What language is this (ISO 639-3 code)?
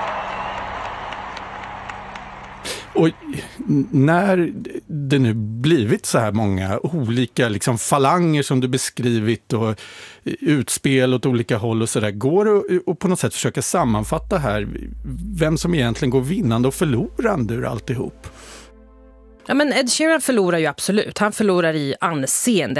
swe